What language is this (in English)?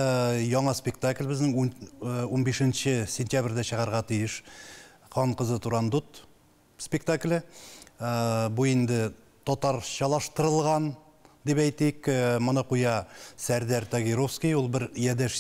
Tatar